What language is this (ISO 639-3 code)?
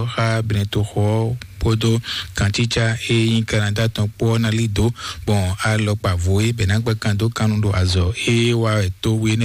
fon